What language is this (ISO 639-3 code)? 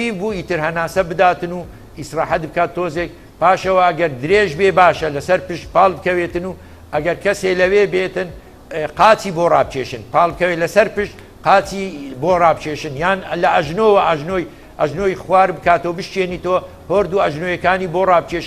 ckb